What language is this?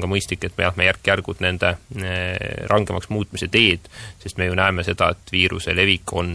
Estonian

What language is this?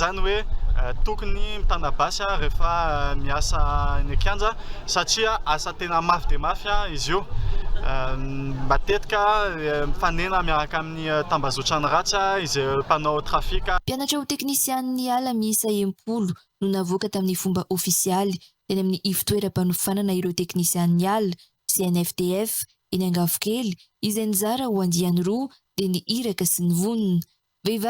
Malagasy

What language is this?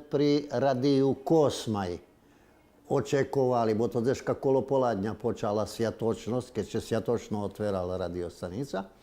Rusyn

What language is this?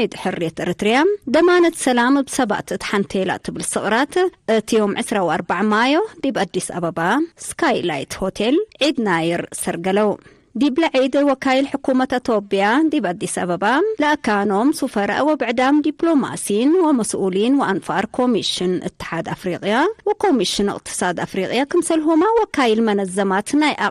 Tigre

